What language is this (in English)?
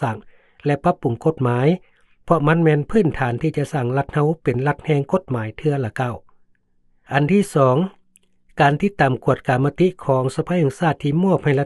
Lao